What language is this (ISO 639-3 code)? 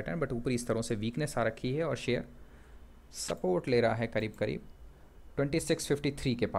hin